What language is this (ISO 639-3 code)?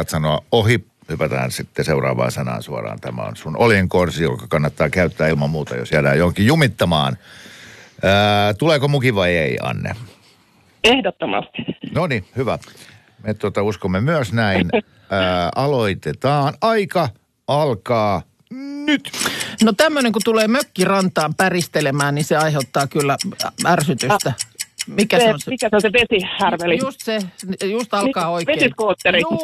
fin